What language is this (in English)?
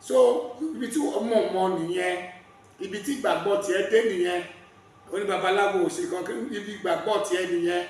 Yoruba